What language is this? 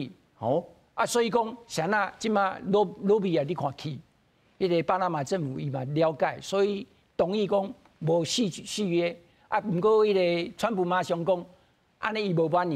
Min Nan Chinese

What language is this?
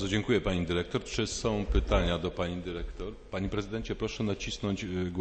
Polish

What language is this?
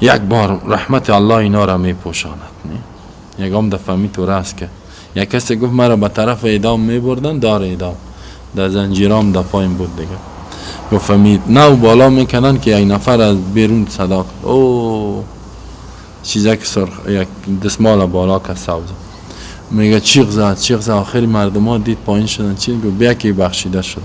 Persian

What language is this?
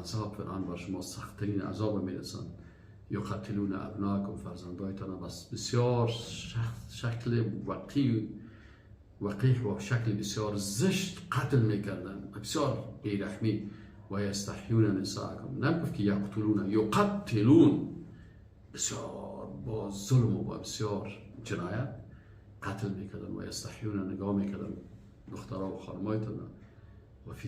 Persian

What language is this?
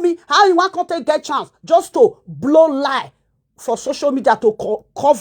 Nigerian Pidgin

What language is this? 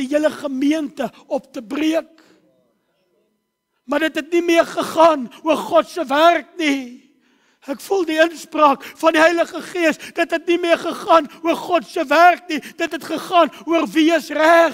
Afrikaans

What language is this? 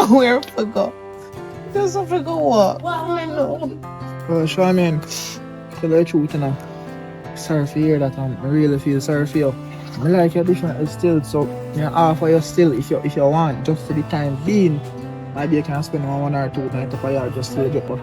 Jamaican Creole English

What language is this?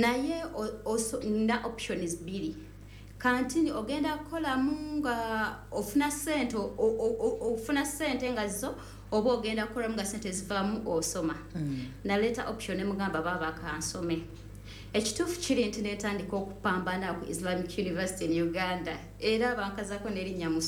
Ganda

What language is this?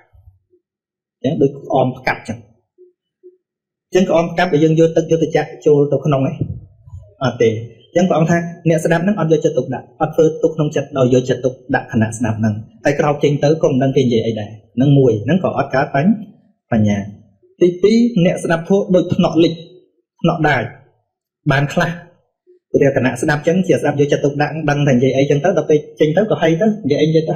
Khmer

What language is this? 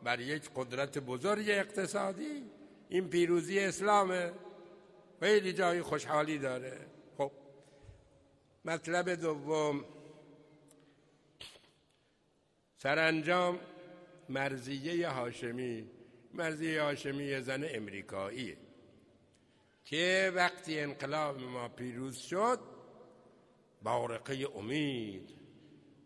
Persian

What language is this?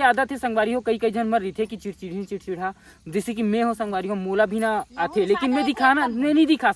Chhattisgarhi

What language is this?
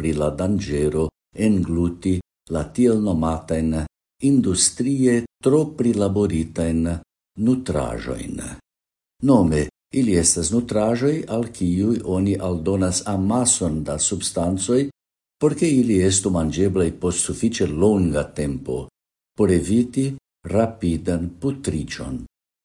Esperanto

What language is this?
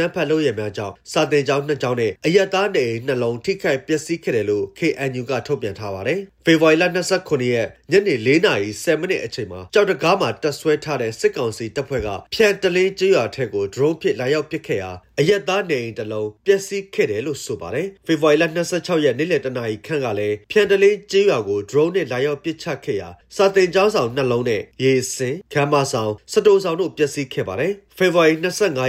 Burmese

